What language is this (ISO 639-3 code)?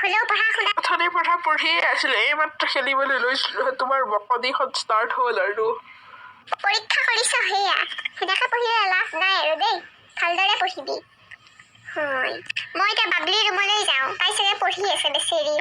asm